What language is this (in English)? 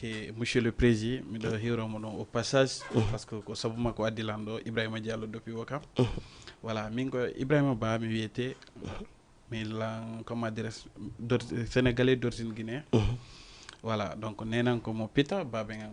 Fula